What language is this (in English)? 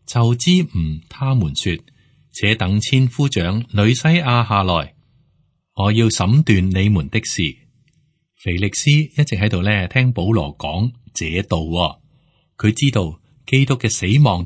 Cantonese